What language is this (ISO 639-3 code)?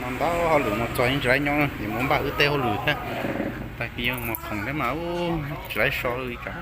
hmn